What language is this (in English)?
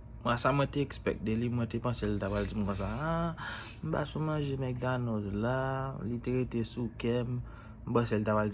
Haitian Creole